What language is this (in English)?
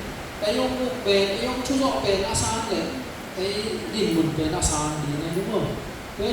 Tedim Chin